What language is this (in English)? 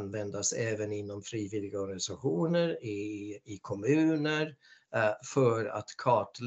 Swedish